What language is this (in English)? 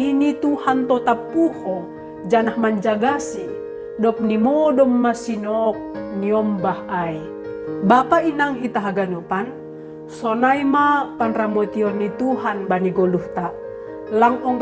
Batak Simalungun